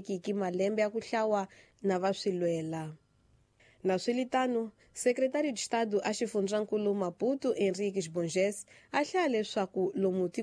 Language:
Tsonga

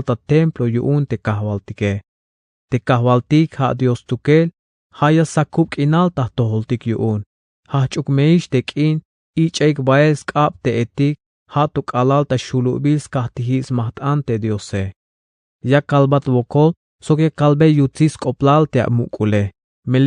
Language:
Tzeltal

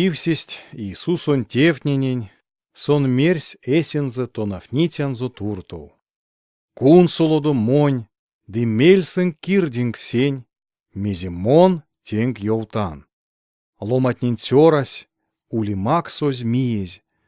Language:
Erzya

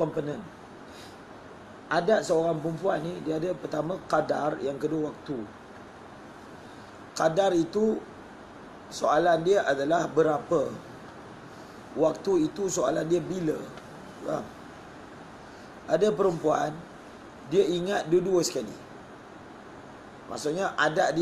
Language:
Malay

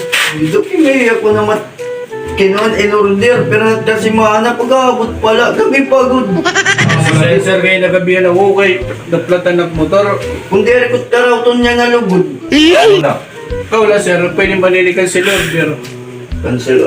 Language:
Waray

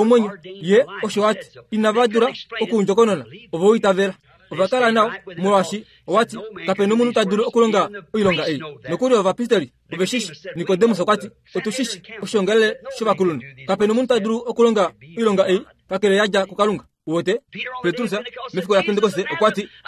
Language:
Kuanyama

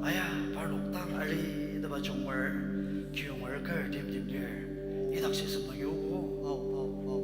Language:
Ao Naga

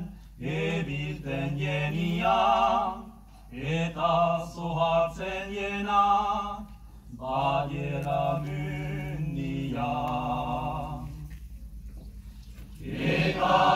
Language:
Basque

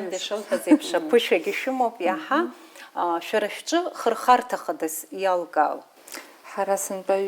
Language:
Abkhazian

